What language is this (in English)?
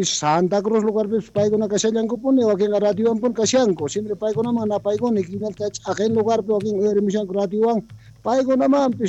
South Bolivian Quechua